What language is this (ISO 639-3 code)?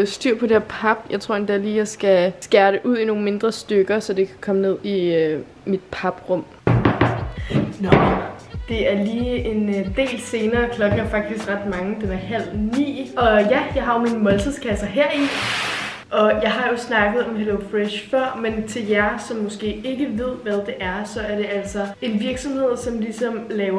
dan